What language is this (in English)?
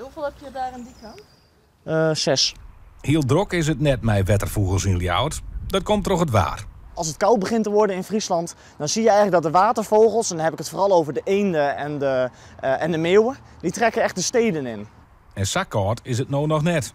Western Frisian